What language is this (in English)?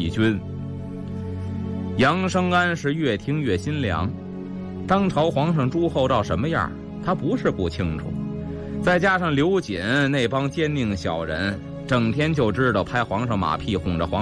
Chinese